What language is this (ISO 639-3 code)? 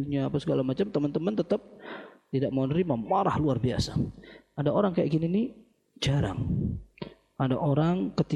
ind